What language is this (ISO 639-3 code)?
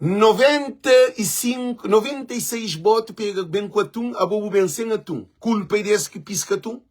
kea